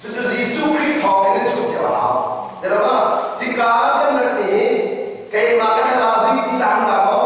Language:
Hakha Chin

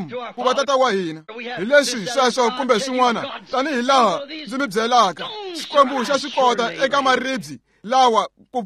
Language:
Tsonga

